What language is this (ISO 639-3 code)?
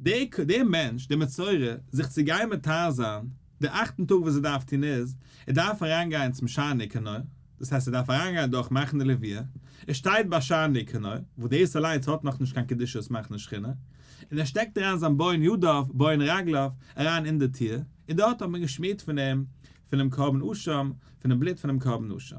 yid